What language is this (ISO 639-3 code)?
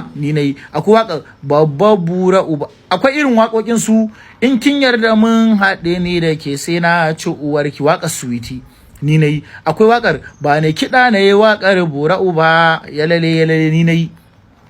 hau